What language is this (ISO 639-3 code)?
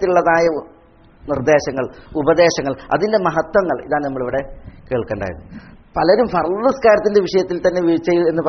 mal